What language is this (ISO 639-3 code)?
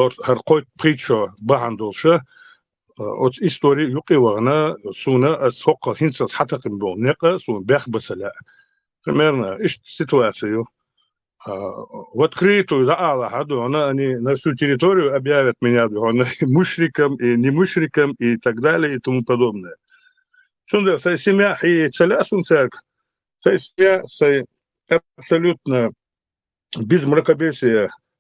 che